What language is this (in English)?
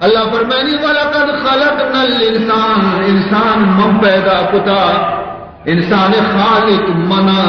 Baluchi